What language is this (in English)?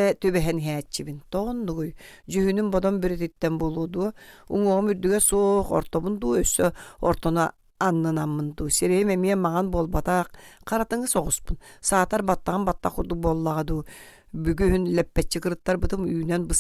Yakut